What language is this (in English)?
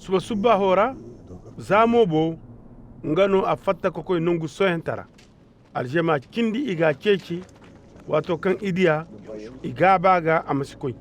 Koyraboro Senni